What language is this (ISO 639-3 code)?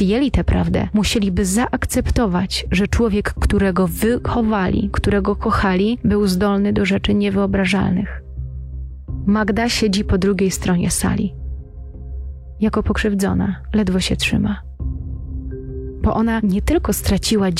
pol